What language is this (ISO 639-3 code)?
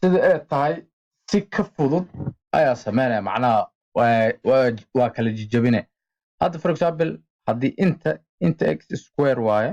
som